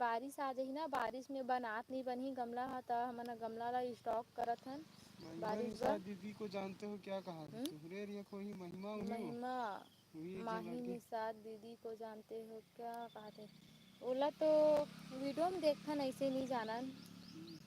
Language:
Chhattisgarhi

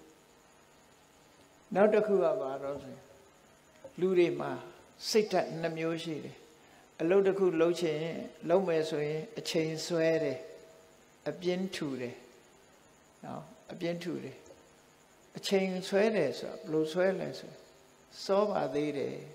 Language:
Burmese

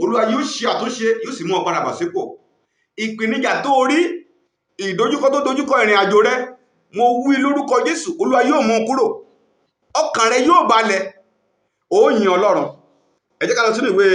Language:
Yoruba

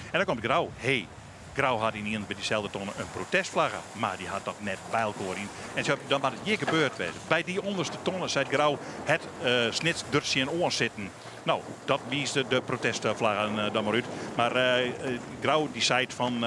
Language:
Western Frisian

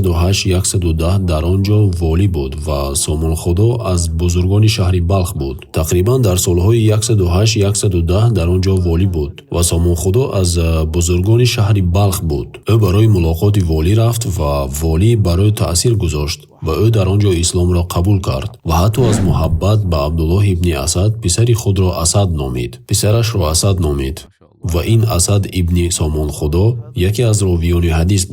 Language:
Tajik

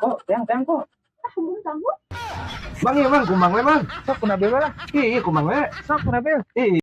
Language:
Sundanese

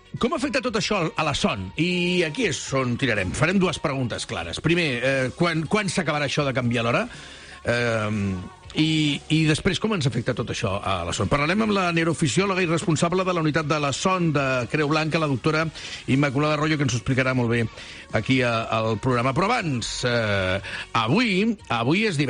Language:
Catalan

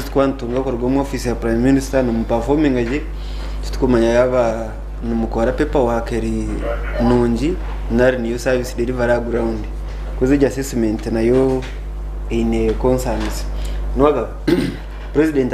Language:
Nyankole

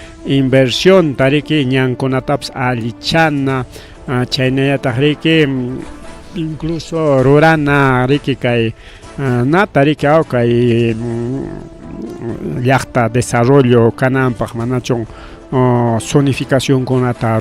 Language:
Ayacucho Quechua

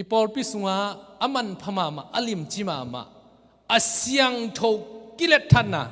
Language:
Tedim Chin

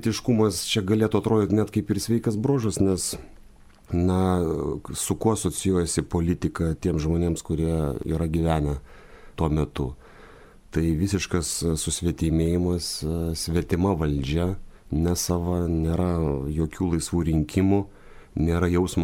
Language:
Lithuanian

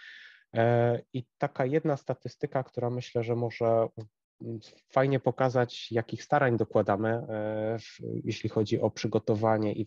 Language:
Polish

